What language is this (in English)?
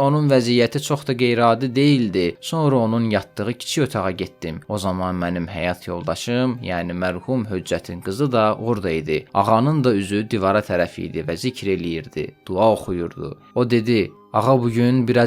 Azerbaijani